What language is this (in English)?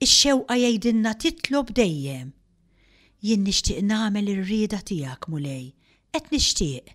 Maltese